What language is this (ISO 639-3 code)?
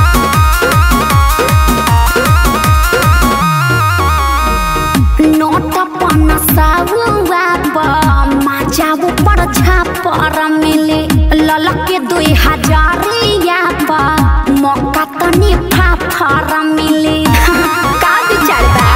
bho